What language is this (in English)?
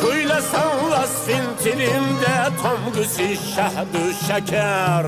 Tajik